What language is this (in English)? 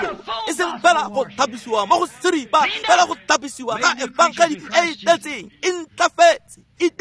Tswana